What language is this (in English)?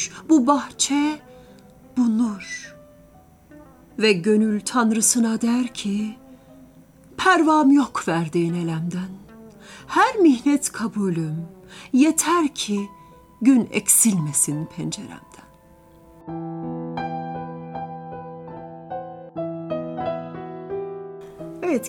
Turkish